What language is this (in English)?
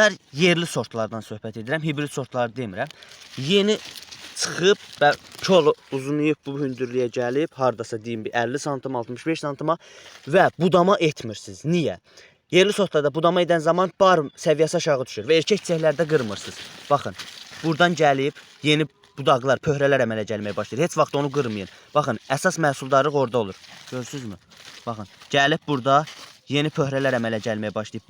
Azerbaijani